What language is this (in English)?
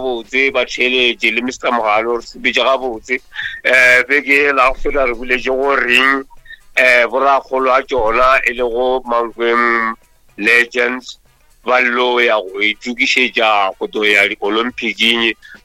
Northern Sotho